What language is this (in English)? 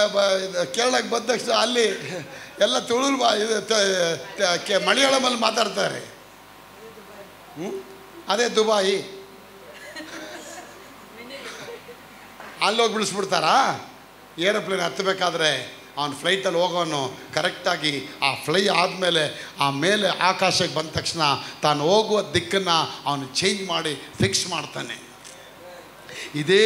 Kannada